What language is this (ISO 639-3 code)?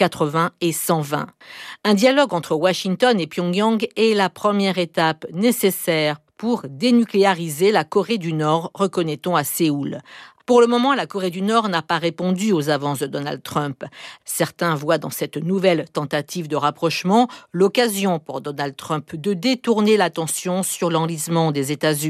fra